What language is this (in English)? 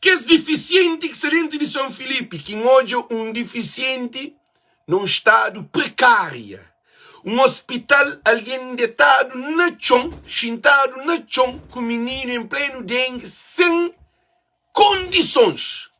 Kabuverdianu